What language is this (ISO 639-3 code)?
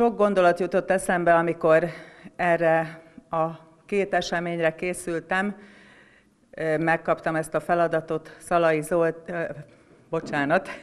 hun